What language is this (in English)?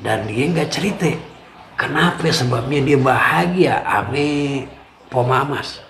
Betawi